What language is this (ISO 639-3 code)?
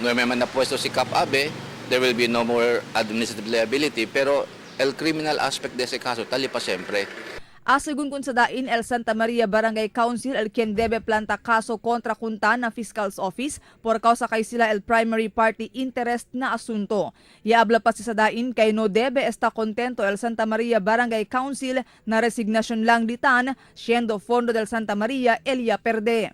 cbk